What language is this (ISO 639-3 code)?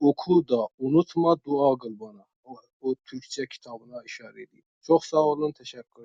azb